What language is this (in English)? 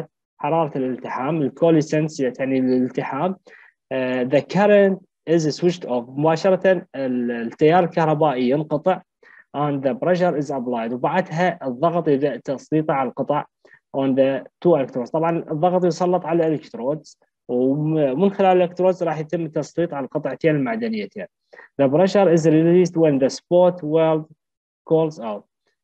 Mesopotamian Arabic